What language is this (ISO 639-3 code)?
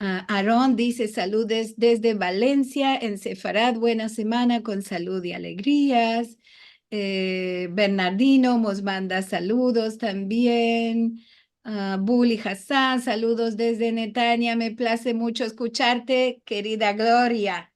lad